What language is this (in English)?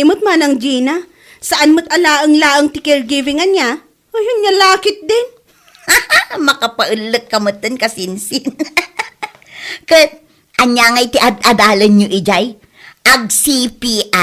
Iloko